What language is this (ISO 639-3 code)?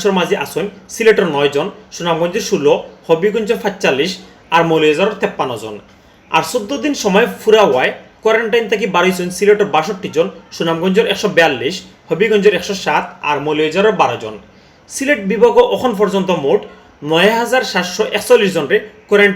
syl